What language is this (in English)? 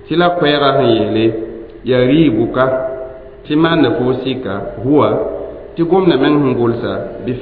Mossi